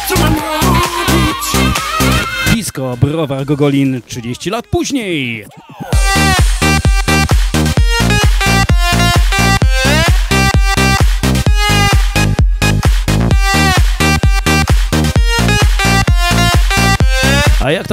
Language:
Polish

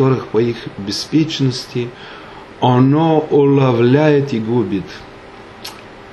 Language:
Romanian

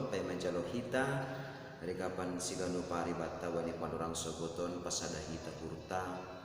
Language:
Batak Simalungun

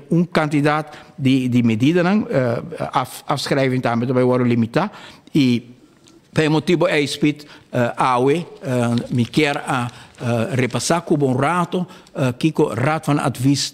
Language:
Papiamento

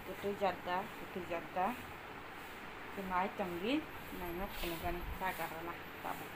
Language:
Kok Borok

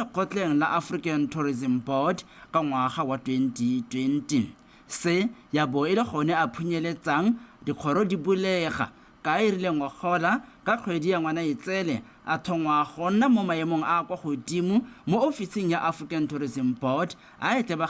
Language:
Tswana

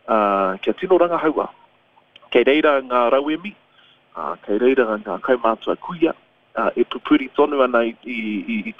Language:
Māori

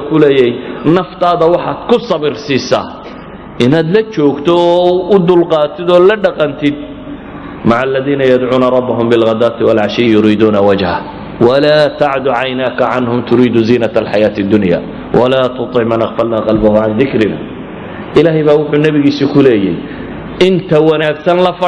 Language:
Somali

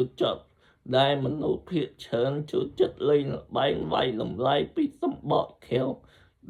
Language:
Khmer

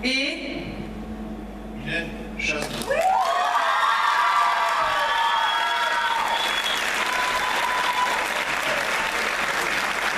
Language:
French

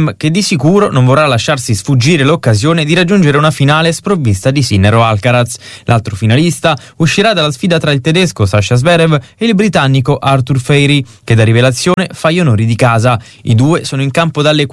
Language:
Italian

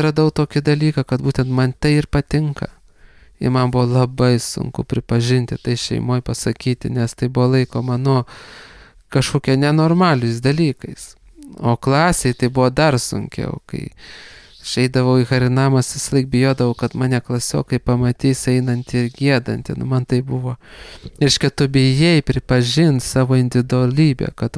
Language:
Lithuanian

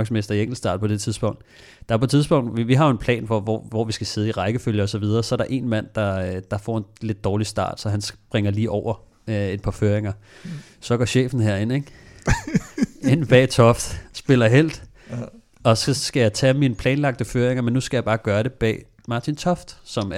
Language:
Danish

